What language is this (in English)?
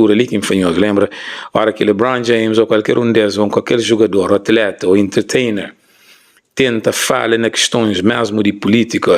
Kabuverdianu